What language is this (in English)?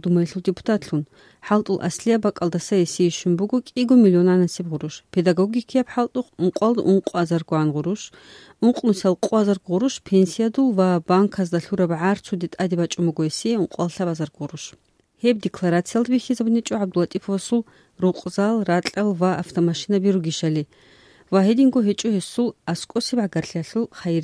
Avaric